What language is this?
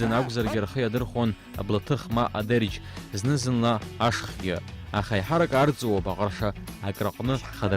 Abkhazian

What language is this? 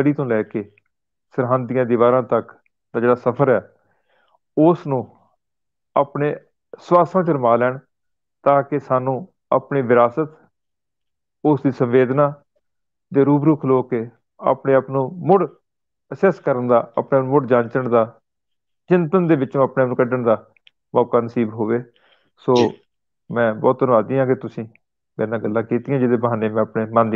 Punjabi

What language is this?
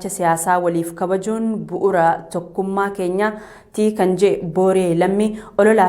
Oromo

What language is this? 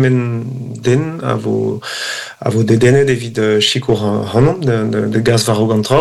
Breton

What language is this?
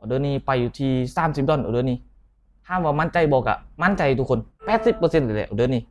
Lao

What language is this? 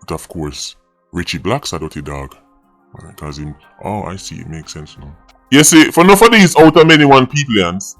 Jamaican Creole English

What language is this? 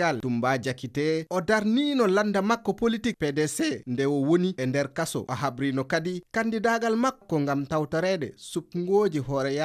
Fula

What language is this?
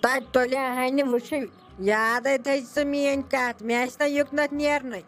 Kashmiri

